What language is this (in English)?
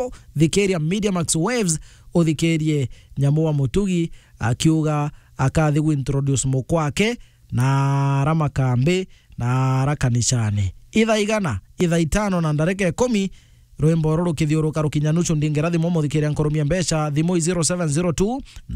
Meru